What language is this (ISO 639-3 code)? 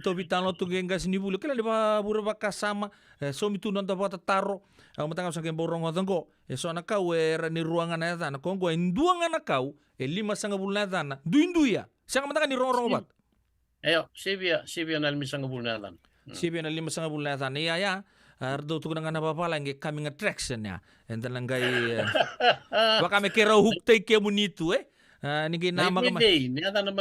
fij